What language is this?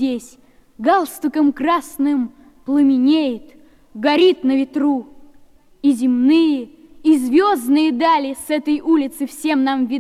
Russian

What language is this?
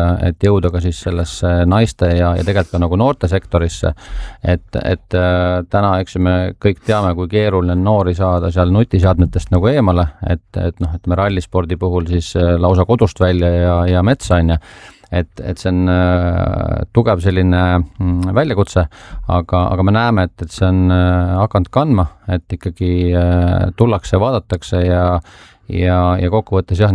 Estonian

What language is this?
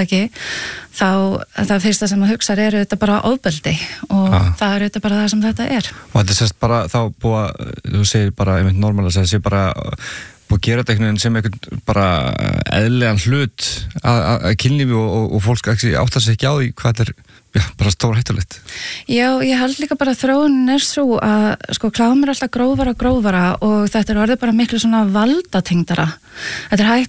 Icelandic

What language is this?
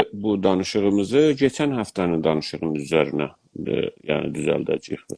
South Azerbaijani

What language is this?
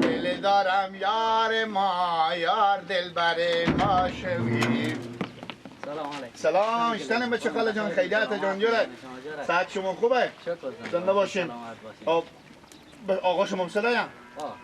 Persian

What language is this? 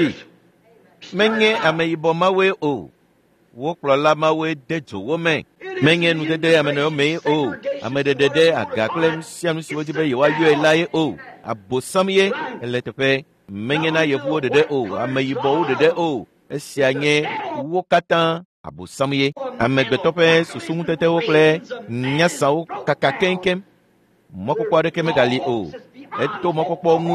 Ewe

